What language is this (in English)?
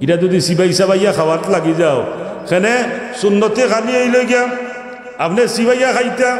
Sylheti